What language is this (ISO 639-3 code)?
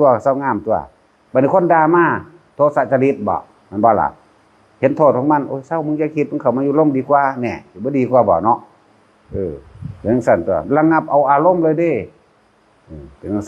tts